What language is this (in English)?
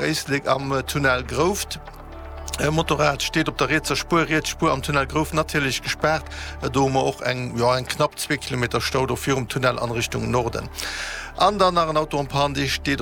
Luxembourgish